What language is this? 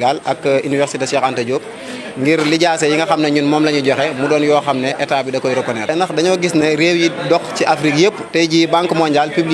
Wolof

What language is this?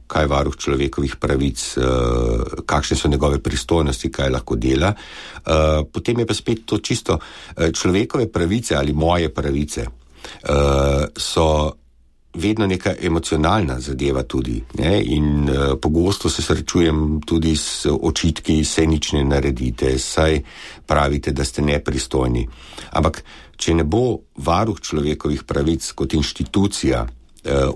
Slovenian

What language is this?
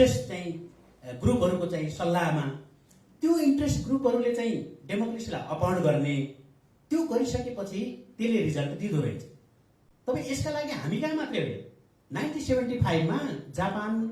Nepali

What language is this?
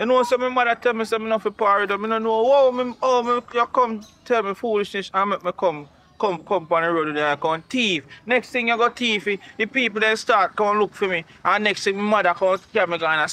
Jamaican Creole English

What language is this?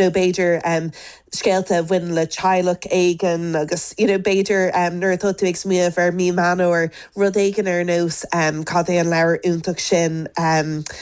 Irish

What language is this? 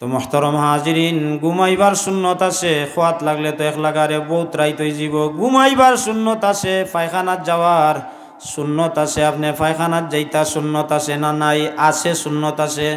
Sylheti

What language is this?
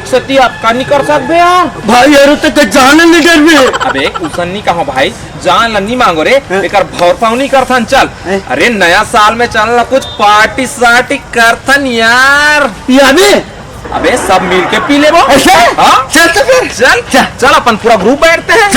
Chhattisgarhi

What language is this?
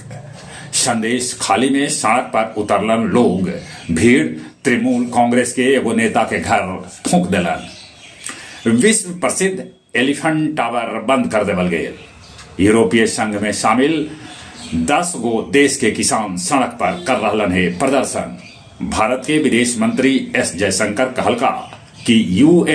Magahi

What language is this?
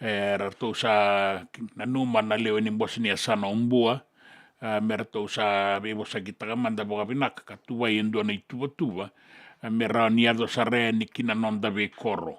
Fijian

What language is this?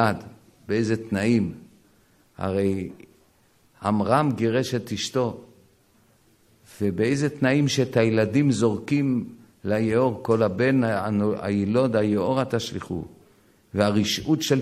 Hebrew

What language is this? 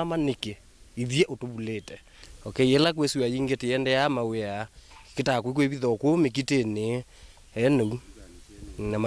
Kamba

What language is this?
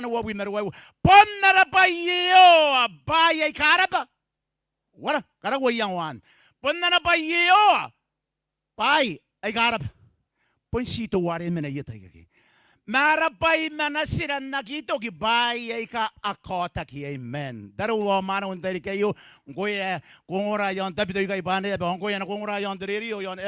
Gilbertese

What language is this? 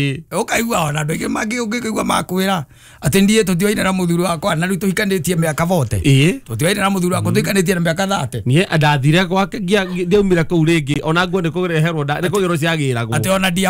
Kikuyu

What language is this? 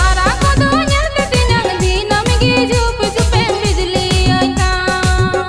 Santali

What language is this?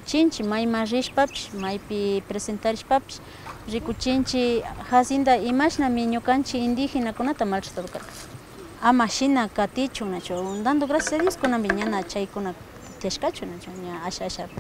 Imbabura Highland Quichua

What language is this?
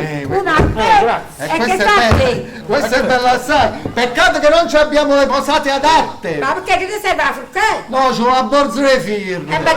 Neapolitan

